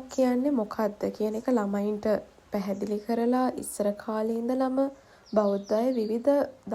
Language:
Sinhala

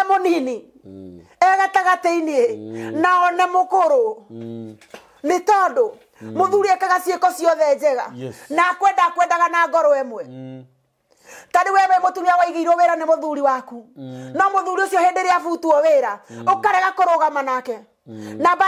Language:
Kikuyu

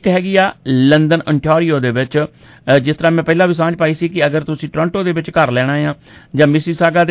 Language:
Punjabi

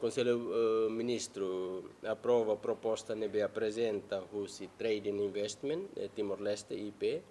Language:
Tetum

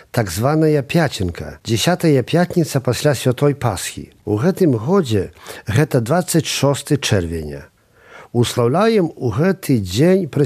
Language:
Belarusian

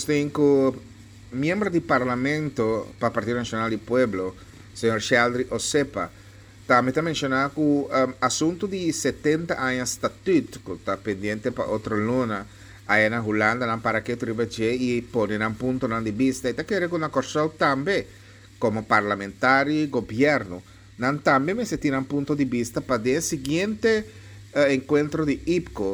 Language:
Papiamento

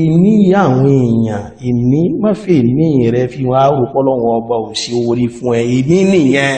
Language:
Yoruba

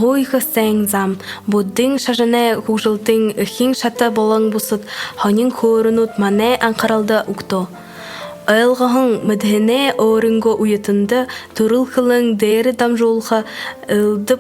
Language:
Buriat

